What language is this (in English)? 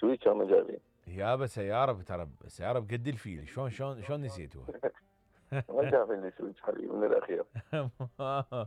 Mesopotamian Arabic